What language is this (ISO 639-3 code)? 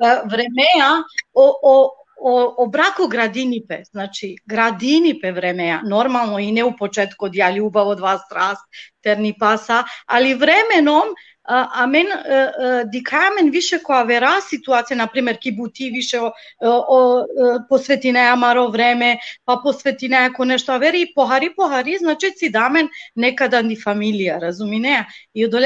rmn